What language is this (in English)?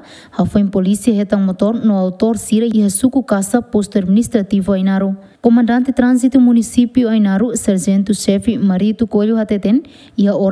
Tetum